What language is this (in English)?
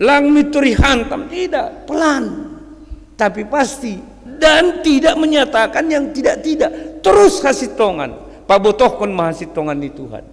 Batak Simalungun